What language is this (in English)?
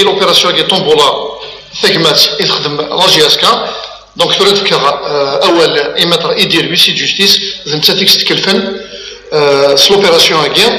Kabyle